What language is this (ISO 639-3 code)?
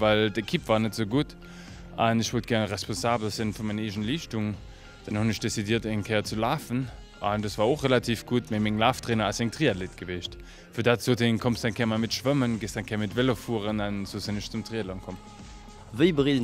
ltz